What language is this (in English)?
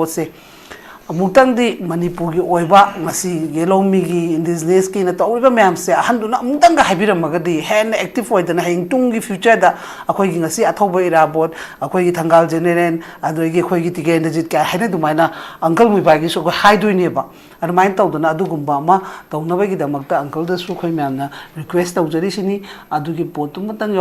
Manipuri